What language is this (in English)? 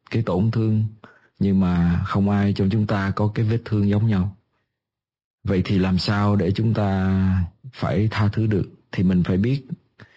Vietnamese